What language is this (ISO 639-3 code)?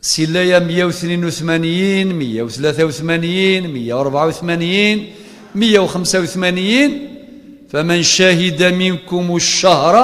kab